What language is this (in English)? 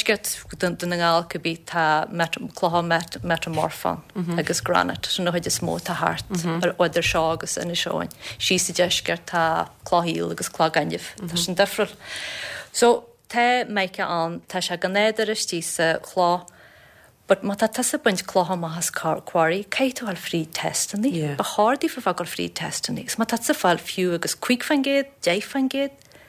Irish